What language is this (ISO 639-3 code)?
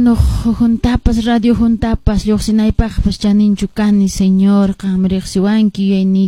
que